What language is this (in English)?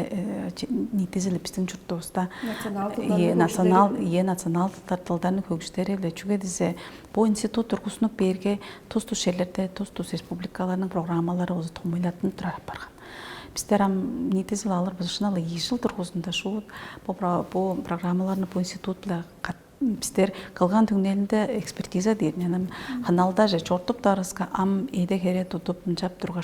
Tuvinian